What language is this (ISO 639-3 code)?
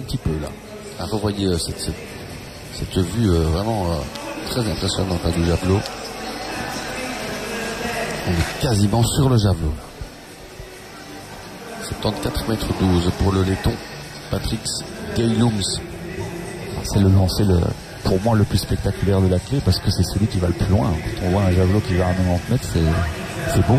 fra